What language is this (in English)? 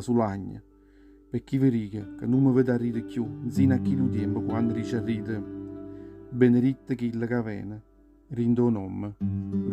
Neapolitan